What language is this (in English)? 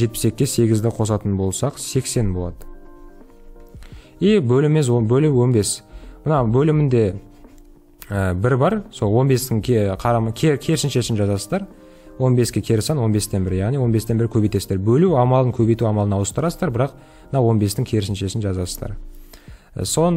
Kazakh